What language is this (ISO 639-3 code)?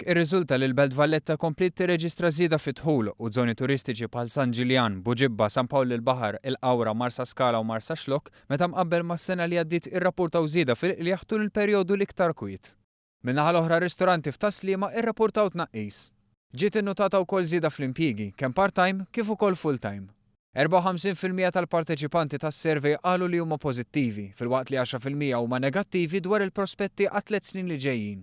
mlt